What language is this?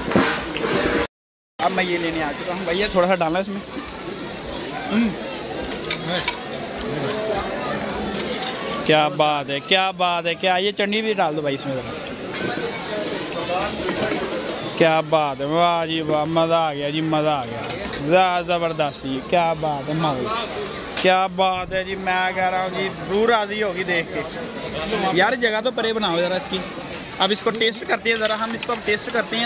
Hindi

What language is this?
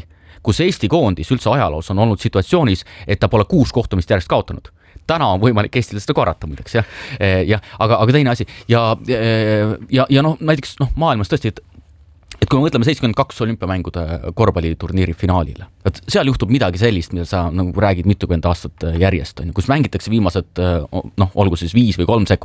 Estonian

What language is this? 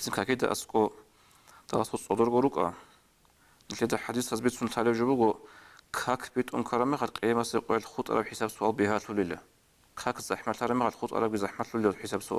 Avaric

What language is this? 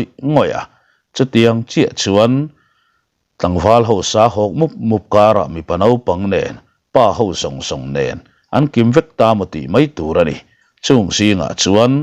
Mizo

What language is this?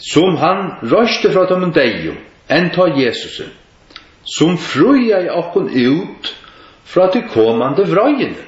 Faroese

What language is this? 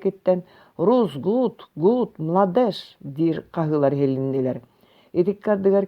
Yakut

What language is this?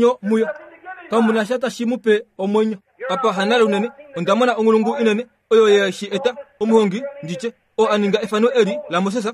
Kuanyama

